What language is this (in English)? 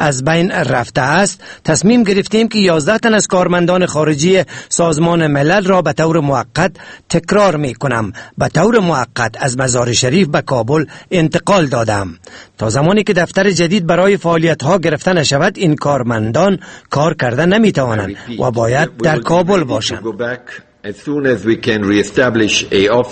Persian